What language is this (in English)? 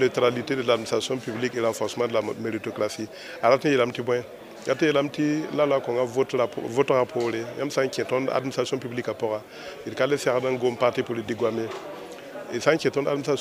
Mossi